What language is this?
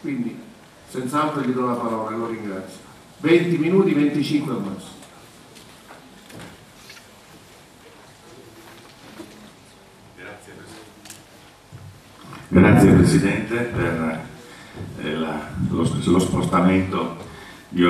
Italian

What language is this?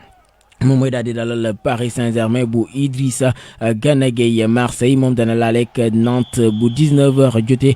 Wolof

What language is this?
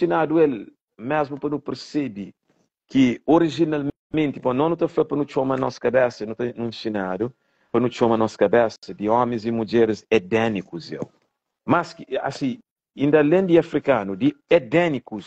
Kabuverdianu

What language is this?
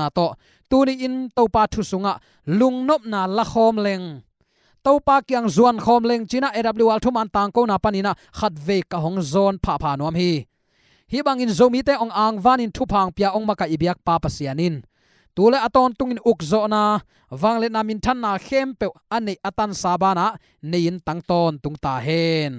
Tedim Chin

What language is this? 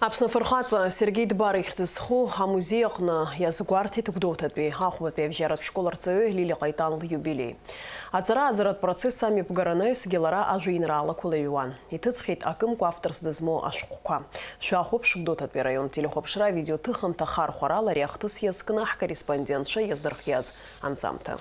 Abkhazian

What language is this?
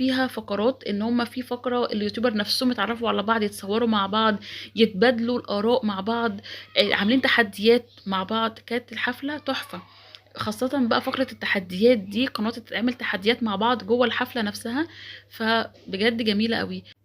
Egyptian Arabic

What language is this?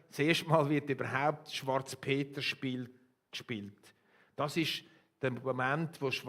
Swiss German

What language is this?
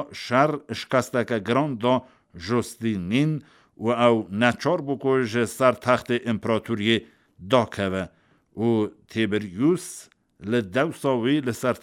Kurdish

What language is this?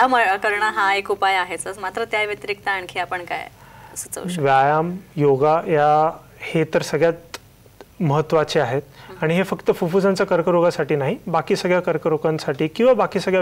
Marathi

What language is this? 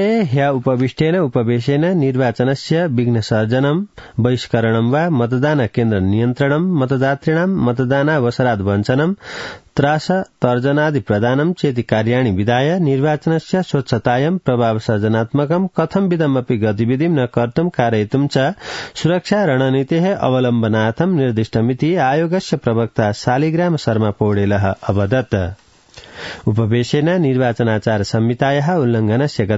Sanskrit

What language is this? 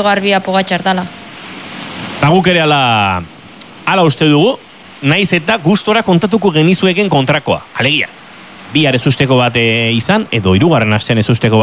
Basque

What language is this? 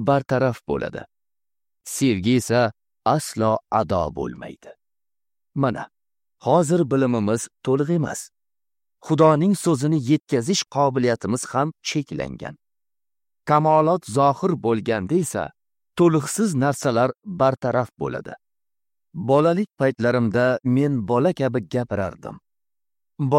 Uzbek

